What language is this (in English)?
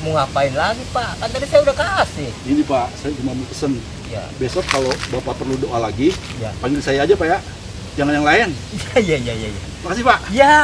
Betawi